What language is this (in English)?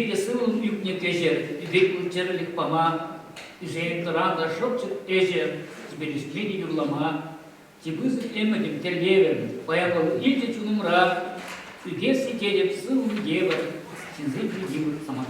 Chuvash